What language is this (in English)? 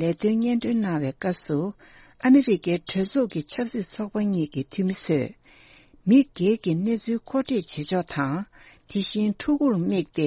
Tibetan